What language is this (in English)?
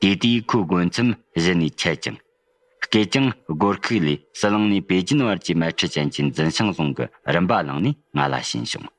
Tibetan